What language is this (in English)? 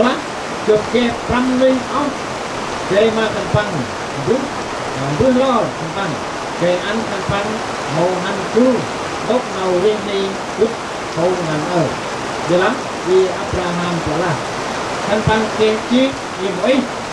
Central Mnong